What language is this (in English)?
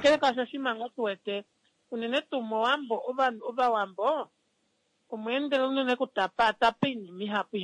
Kuanyama